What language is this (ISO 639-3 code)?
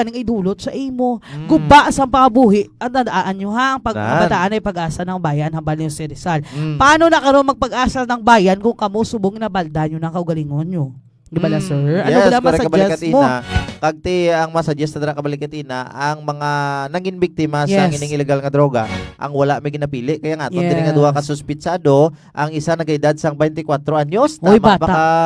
hil